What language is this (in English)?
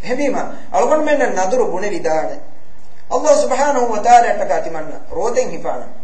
Divehi